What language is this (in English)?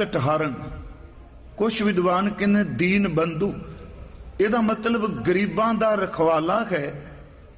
Punjabi